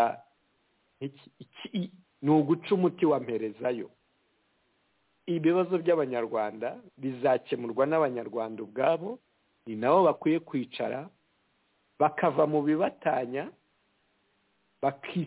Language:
Kinyarwanda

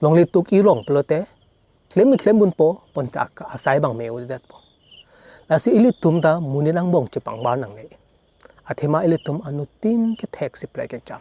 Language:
Karbi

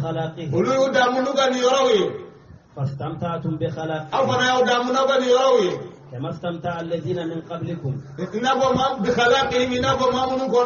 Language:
Bambara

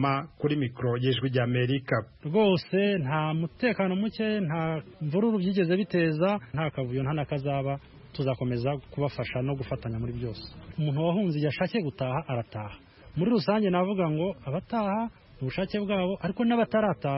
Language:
Kinyarwanda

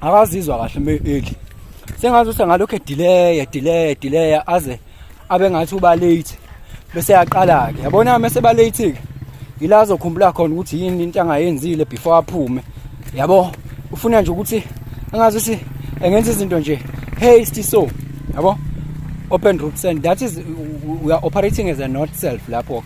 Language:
Zulu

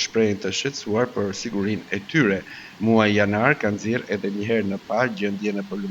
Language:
Albanian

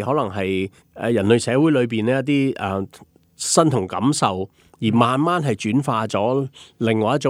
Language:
Cantonese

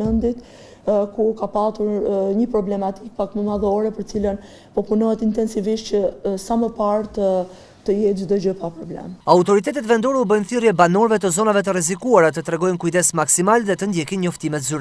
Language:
Albanian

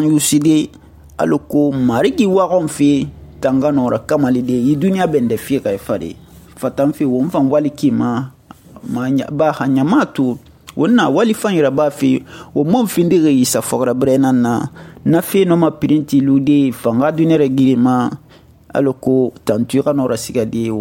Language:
Susu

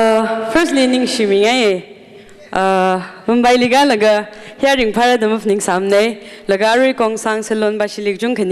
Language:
Tangkhul Naga (India)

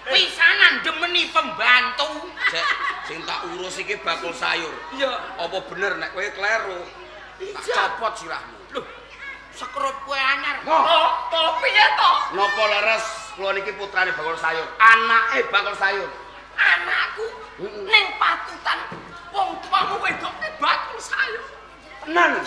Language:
Javanese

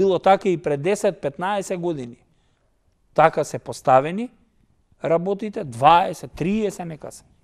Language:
Macedonian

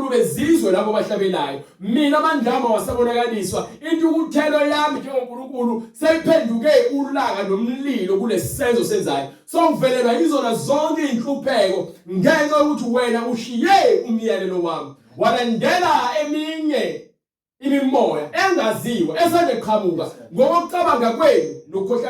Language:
Zulu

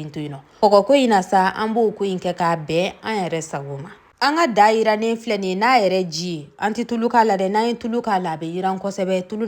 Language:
Bambara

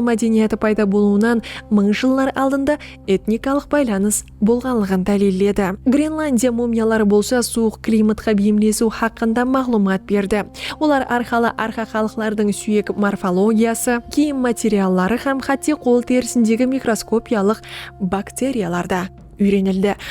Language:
Kara-Kalpak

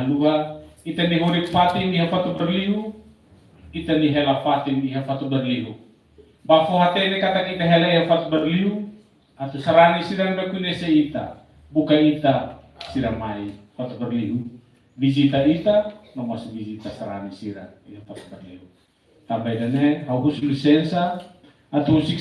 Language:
Tetum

